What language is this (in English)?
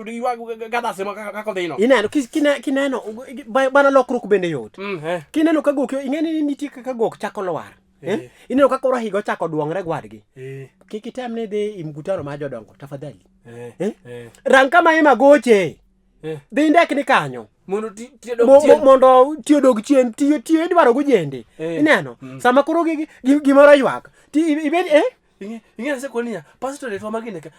Luo (Kenya and Tanzania)